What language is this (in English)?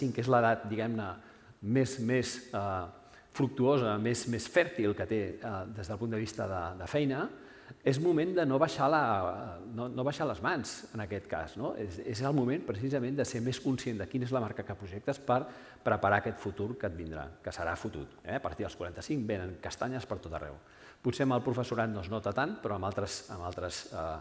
Catalan